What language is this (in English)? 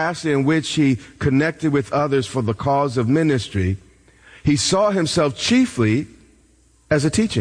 English